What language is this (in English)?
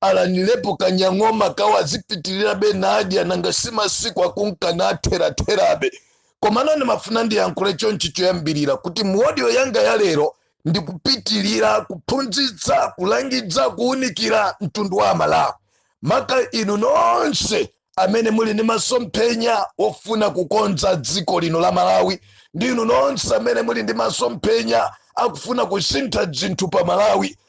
Nyanja